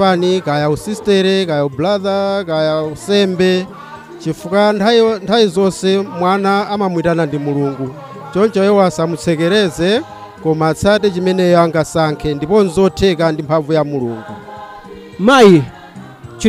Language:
Nyanja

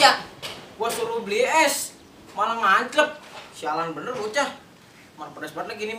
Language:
Betawi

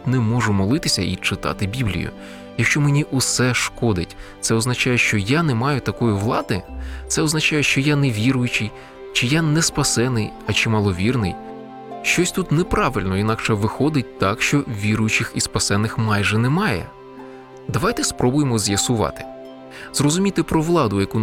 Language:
Ukrainian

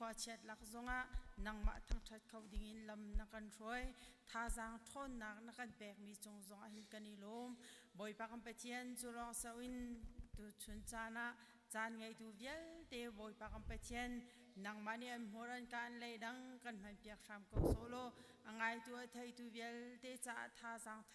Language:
Hakha Chin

